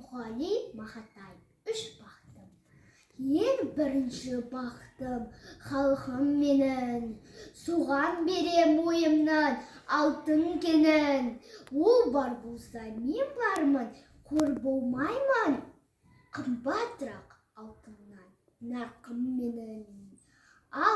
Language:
Kazakh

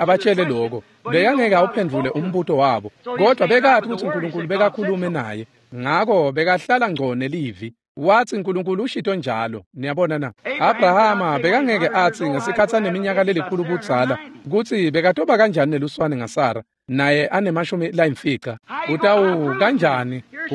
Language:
Swati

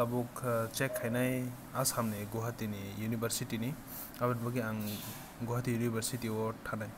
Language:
Kok Borok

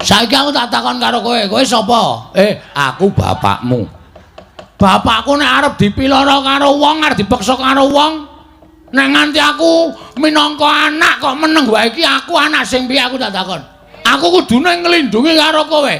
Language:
Javanese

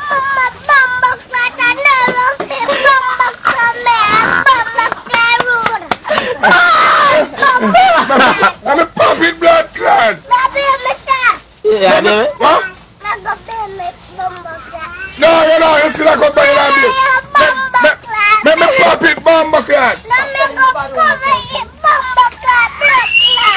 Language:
Jamaican Creole English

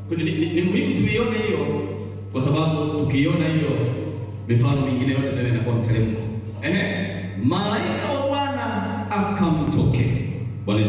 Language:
Swahili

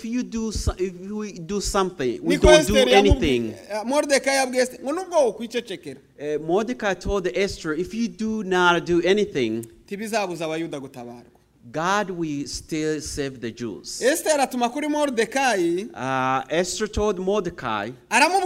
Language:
Kinyarwanda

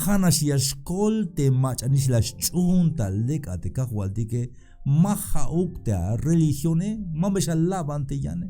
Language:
Tzeltal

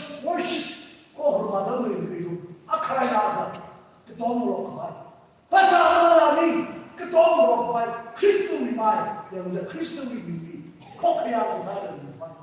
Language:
Tangkhul Naga (India)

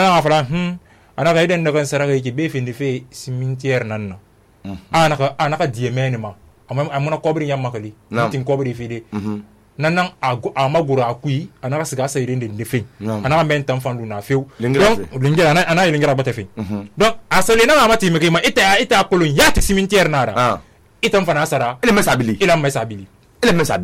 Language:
Susu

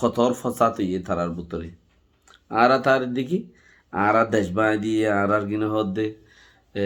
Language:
Rohingya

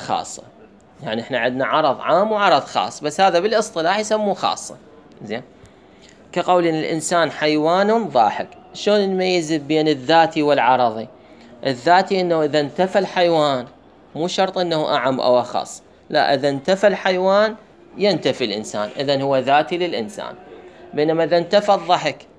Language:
Mesopotamian Arabic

